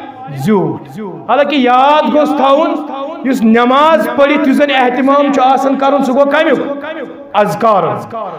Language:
Kashmiri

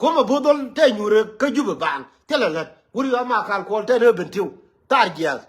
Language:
Nuer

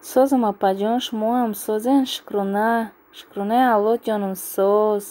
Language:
Tajik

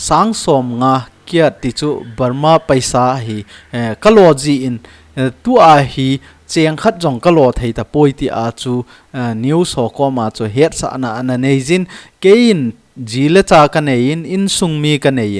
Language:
Thado Chin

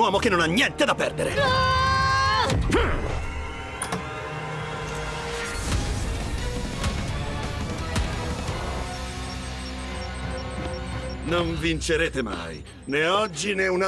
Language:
Italian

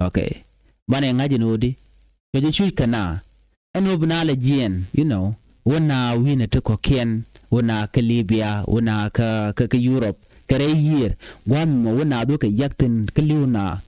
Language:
Nuer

